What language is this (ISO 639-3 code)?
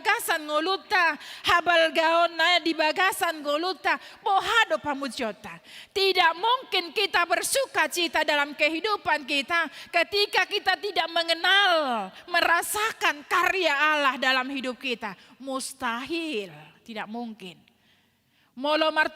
bbc